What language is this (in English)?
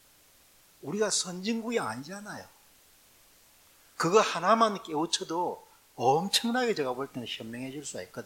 Korean